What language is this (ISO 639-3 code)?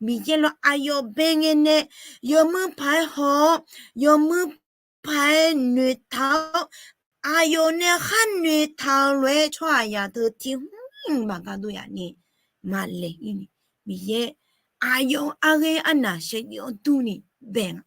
ahk